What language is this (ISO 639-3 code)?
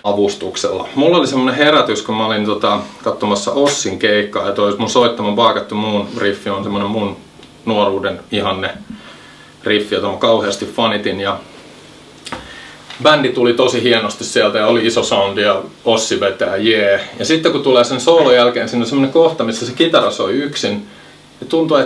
fin